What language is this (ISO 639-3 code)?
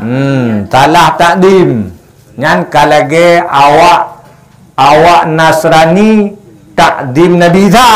ace